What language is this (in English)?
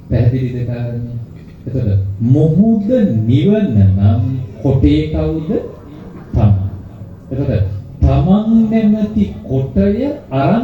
Sinhala